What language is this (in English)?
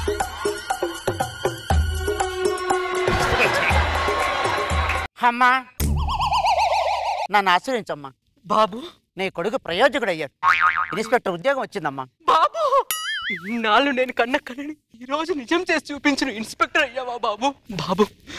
Telugu